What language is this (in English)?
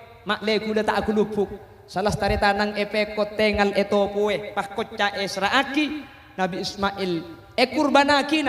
Madurese